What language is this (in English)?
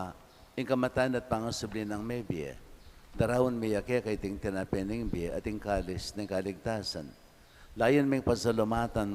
Pampanga